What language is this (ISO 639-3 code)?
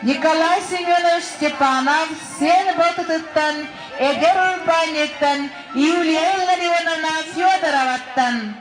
sah